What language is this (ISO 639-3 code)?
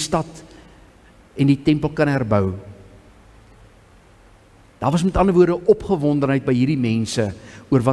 afr